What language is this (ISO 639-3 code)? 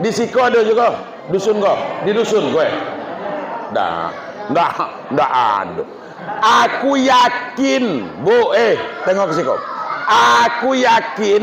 min